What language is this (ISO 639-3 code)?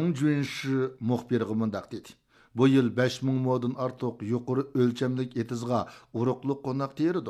uig